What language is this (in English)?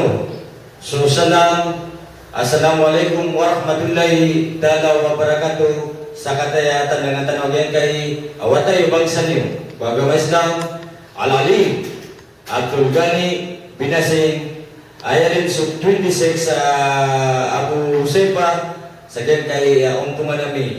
Maranao